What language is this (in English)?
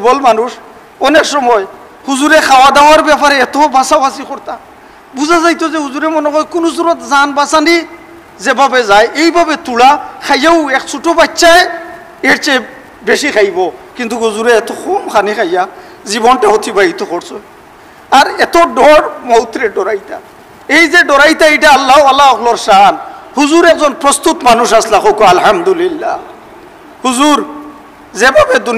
Sylheti